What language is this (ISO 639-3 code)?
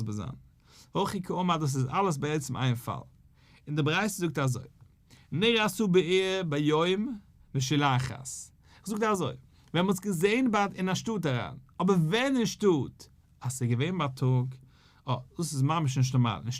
yid